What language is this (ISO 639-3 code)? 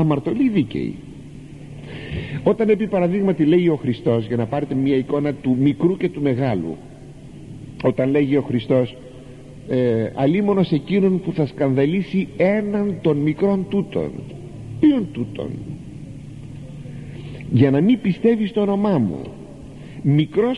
ell